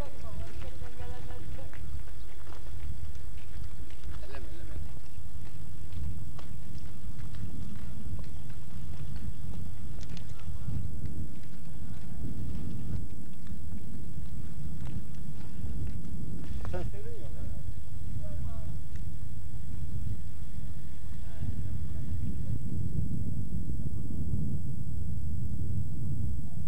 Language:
Turkish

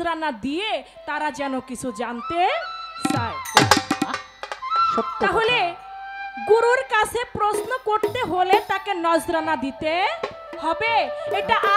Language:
Bangla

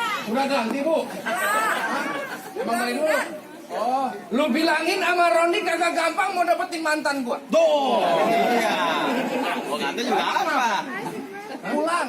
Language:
Betawi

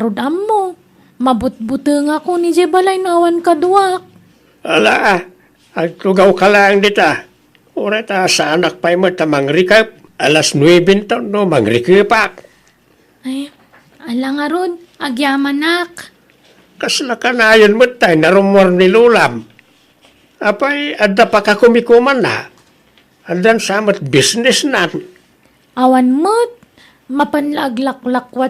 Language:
Iloko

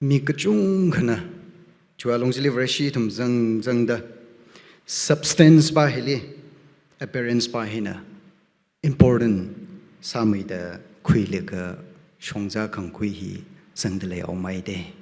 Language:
Tangkhul Naga (India)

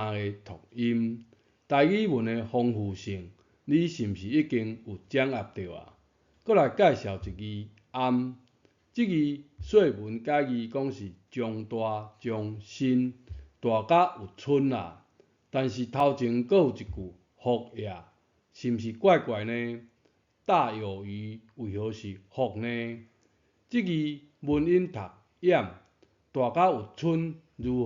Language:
Min Nan Chinese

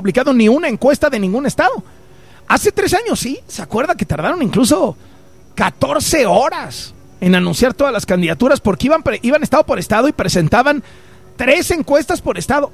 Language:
Spanish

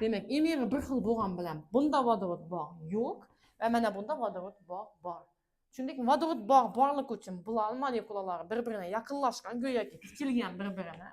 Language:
Uzbek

